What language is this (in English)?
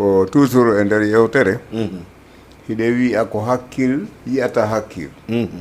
Fula